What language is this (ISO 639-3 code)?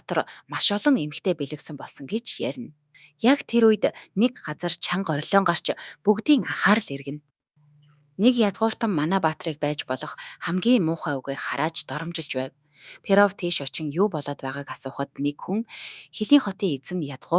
mon